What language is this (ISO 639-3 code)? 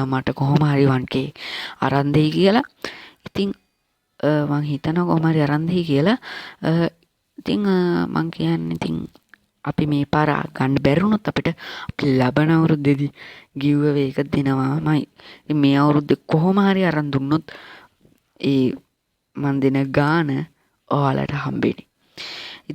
sin